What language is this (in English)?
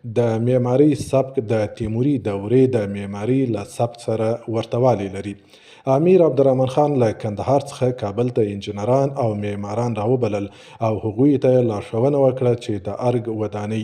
Pashto